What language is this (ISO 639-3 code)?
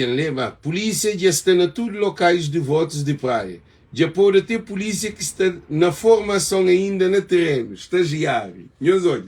kea